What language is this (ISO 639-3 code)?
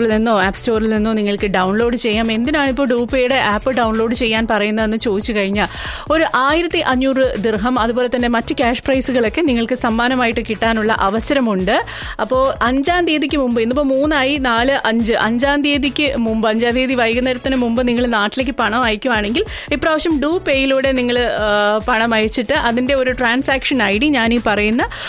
mal